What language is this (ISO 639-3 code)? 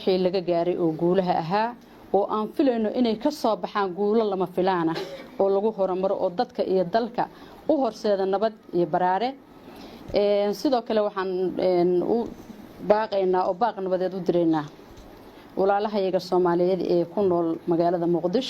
som